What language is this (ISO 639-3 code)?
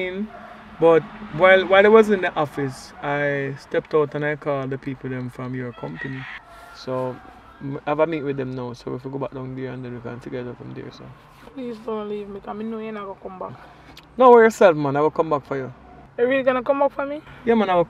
jam